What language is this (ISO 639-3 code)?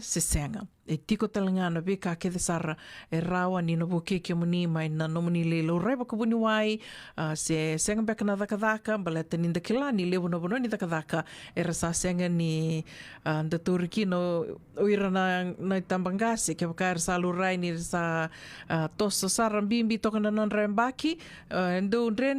fij